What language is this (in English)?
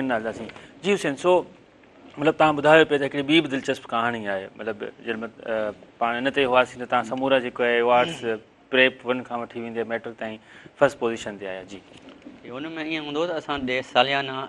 Sindhi